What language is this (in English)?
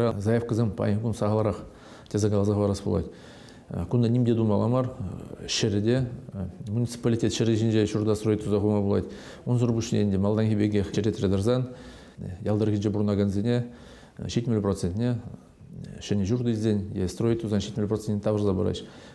Chuvash